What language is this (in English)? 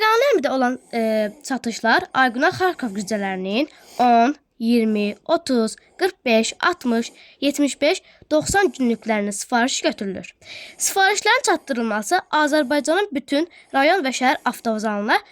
Azerbaijani